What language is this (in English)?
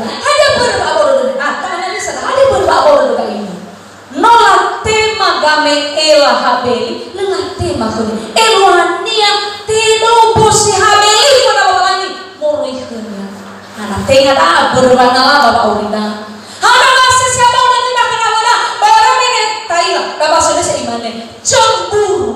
Nias